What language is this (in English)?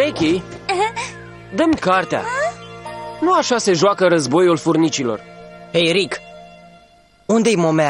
Romanian